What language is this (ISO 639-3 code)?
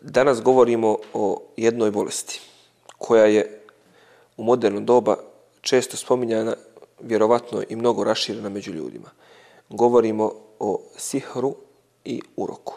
bos